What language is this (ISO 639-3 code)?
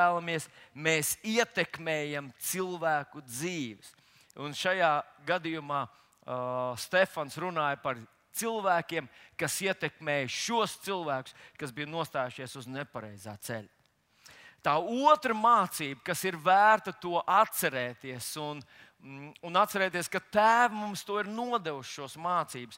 lav